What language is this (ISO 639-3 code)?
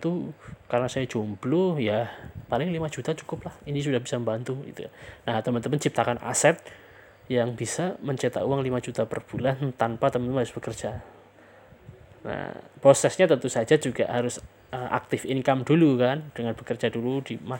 ind